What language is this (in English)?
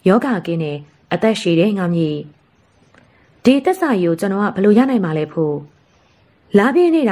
Burmese